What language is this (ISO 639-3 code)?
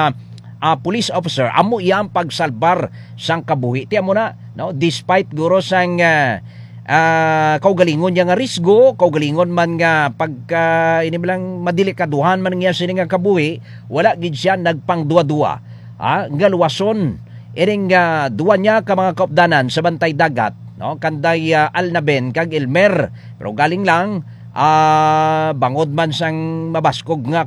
hil